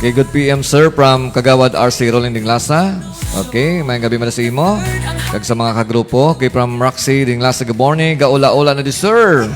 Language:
Hiligaynon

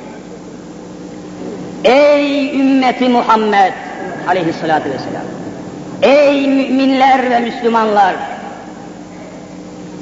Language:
Turkish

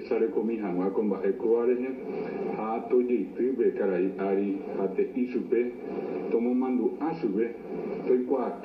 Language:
Guarani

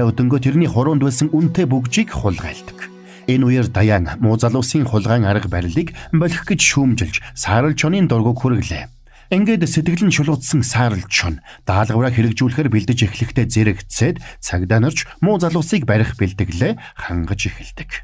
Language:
Mongolian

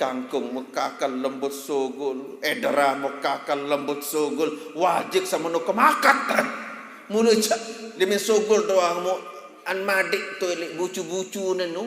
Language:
Sasak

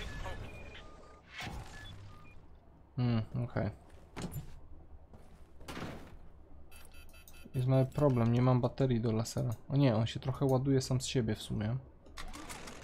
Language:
Polish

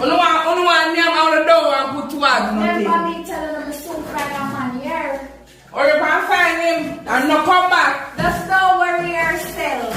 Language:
Jamaican Creole English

